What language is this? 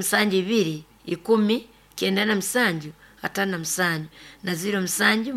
Nyoro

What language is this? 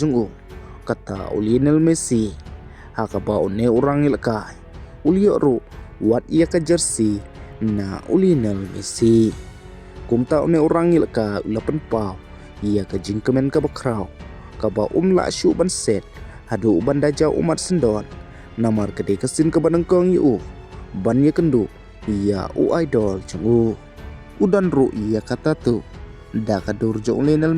Khasi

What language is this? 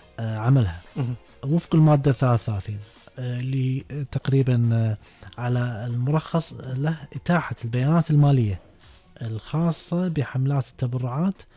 Gulf Arabic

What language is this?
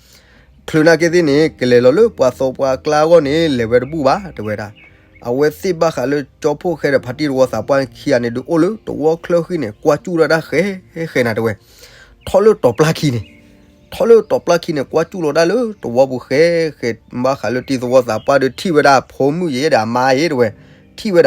S'gaw Karen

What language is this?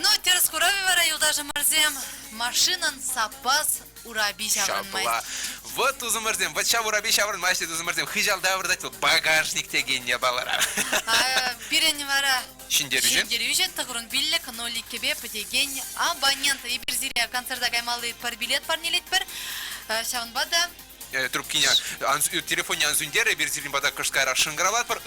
Chuvash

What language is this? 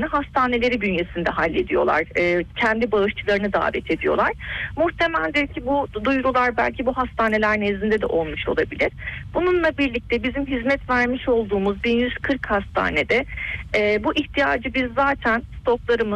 Turkish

